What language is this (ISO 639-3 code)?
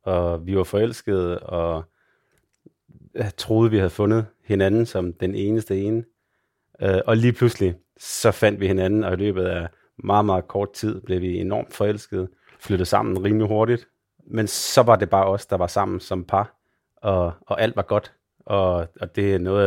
dan